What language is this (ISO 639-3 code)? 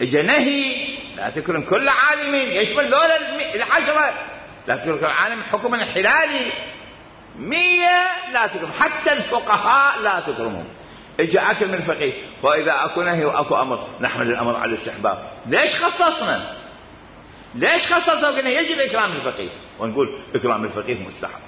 acm